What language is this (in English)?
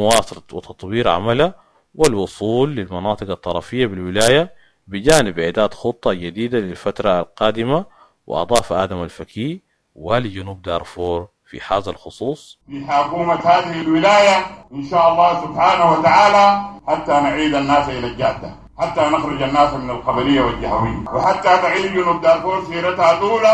Sudanese Arabic